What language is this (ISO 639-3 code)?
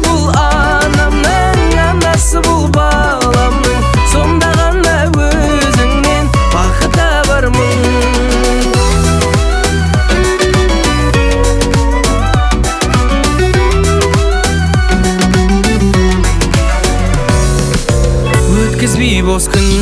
kaz